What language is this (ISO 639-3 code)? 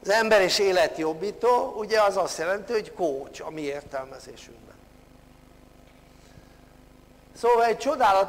hun